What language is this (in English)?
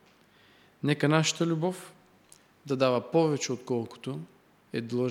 Bulgarian